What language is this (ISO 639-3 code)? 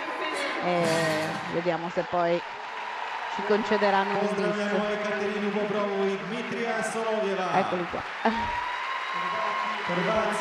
ita